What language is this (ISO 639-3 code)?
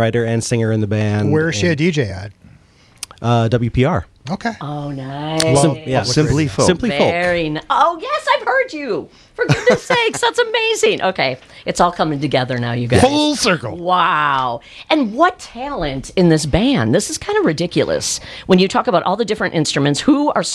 eng